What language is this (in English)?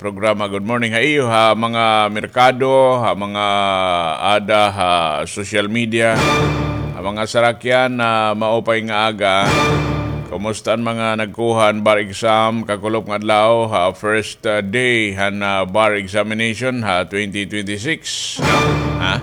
Waray